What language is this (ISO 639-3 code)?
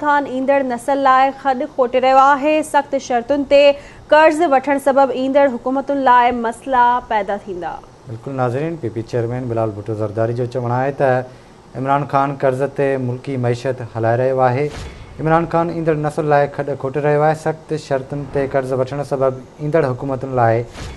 snd